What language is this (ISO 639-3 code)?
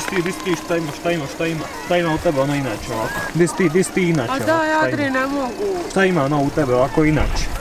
hrv